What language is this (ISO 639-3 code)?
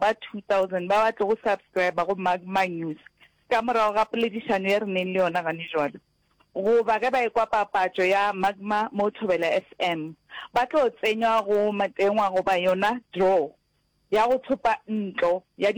nso